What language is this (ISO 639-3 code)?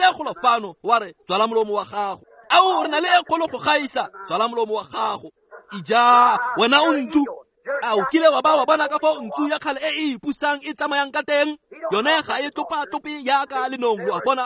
tsn